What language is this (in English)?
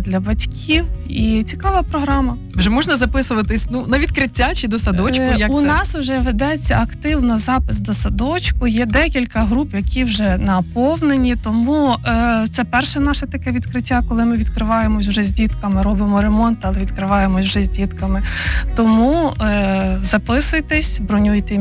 Ukrainian